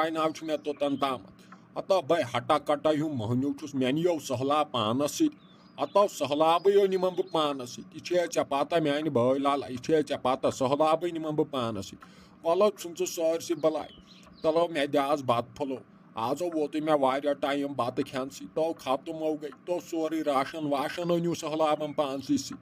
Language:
Kashmiri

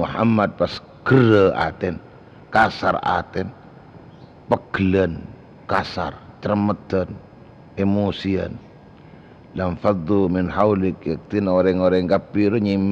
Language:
Madurese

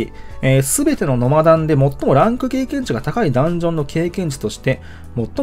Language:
Japanese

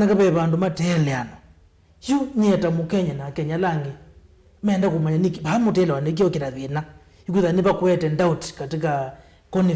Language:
Kamba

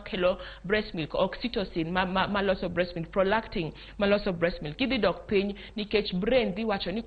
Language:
Luo (Kenya and Tanzania)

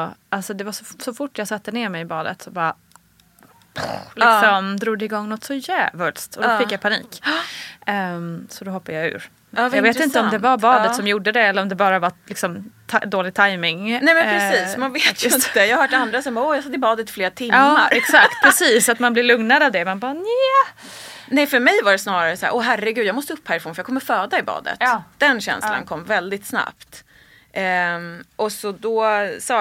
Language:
Swedish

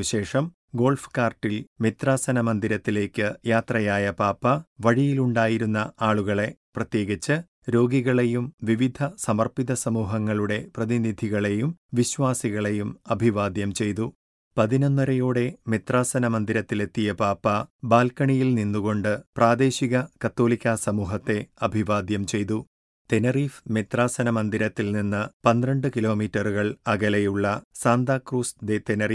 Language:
Malayalam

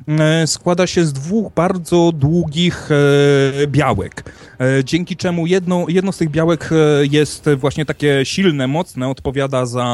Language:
Polish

